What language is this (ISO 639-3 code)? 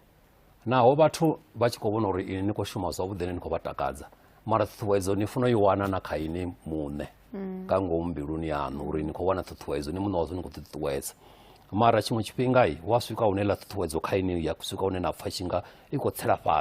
ven